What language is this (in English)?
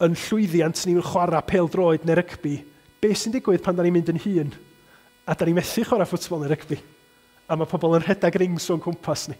Welsh